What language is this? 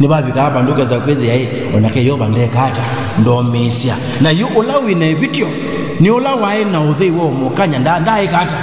Kamba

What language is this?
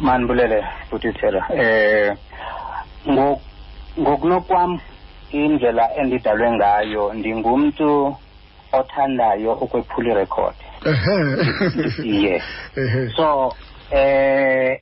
Xhosa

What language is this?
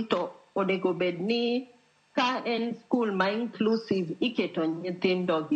Luo (Kenya and Tanzania)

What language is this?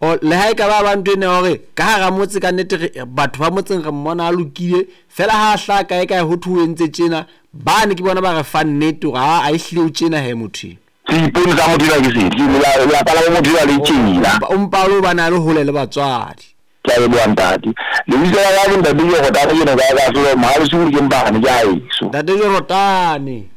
Southern Sotho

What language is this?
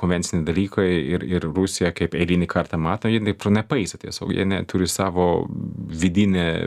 Lithuanian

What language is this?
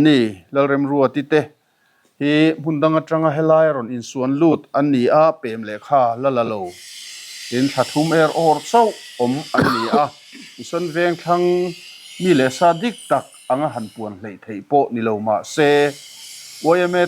Mizo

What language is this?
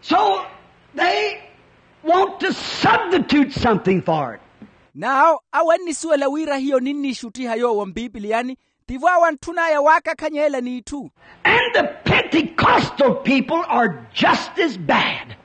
Makhuwa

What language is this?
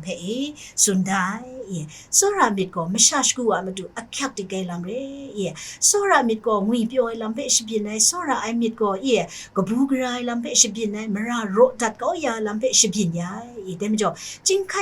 Kachin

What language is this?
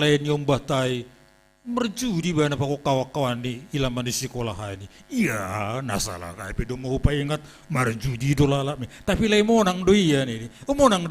Batak Simalungun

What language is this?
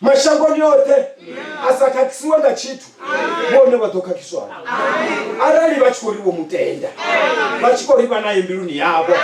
Venda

